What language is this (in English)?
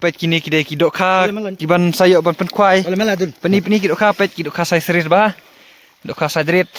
Khasi